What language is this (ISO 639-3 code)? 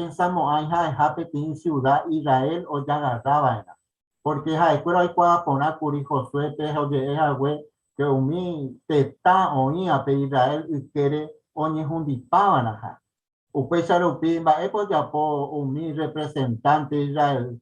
grn